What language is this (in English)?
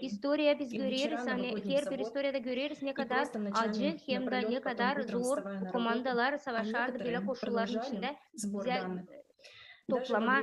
Gagauz